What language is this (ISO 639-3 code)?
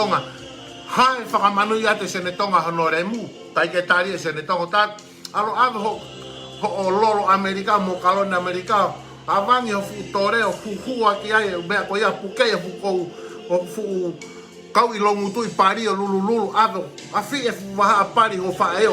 ton